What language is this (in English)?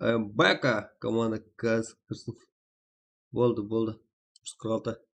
Kara-Kalpak